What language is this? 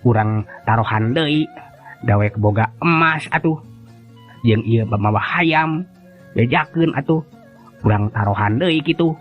Sundanese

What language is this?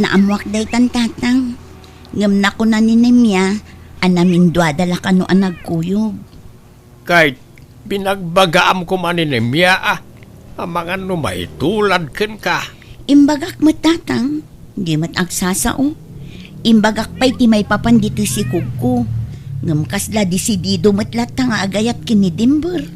Iloko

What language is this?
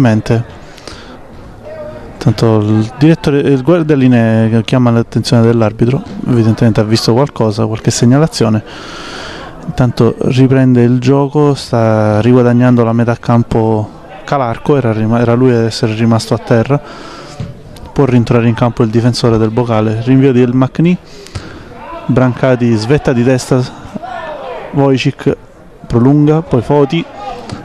Italian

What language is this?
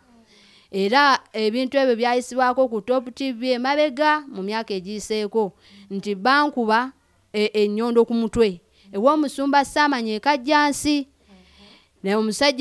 Ganda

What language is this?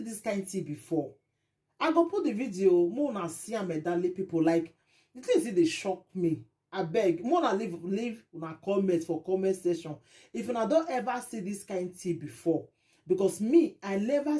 Nigerian Pidgin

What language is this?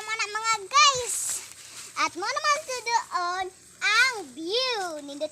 Cebuano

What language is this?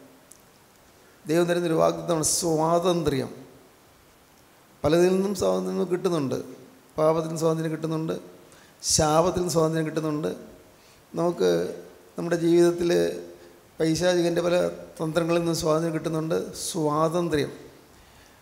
Malayalam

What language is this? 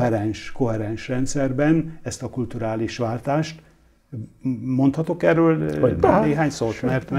Hungarian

